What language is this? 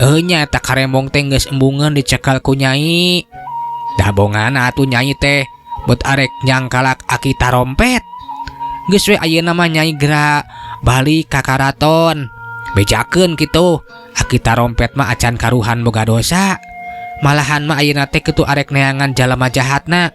Sundanese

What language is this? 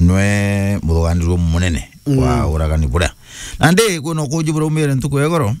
Meru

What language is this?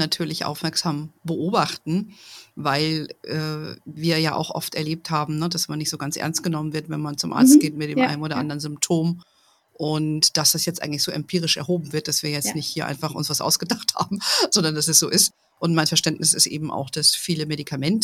German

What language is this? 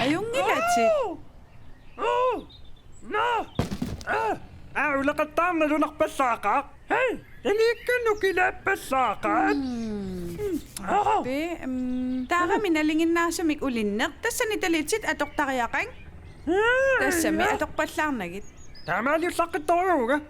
Kalaallisut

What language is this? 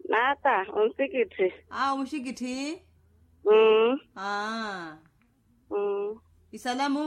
Makhuwa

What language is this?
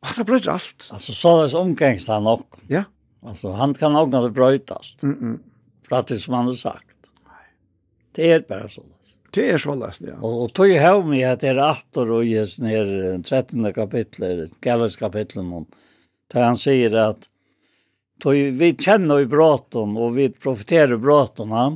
Faroese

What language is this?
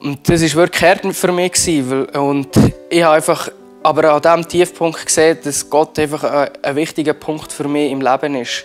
Swiss German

